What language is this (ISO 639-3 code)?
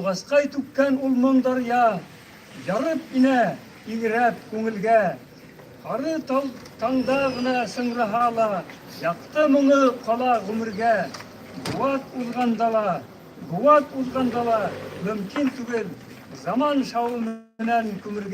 bak